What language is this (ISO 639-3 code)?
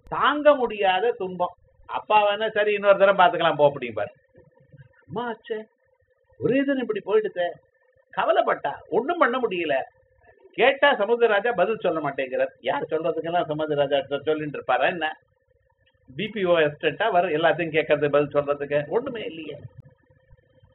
tam